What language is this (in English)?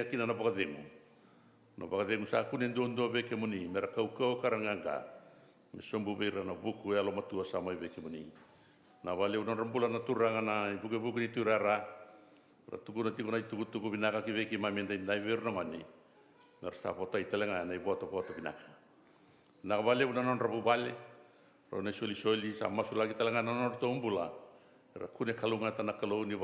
Fijian